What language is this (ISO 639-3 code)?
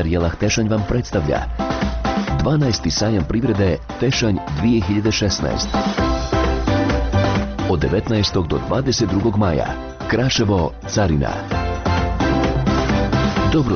bos